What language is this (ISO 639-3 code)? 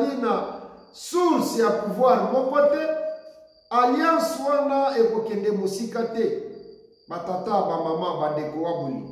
lin